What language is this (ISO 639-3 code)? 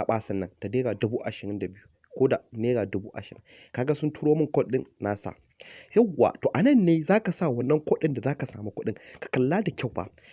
hau